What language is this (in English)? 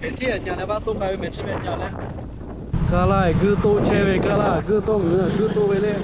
Lahu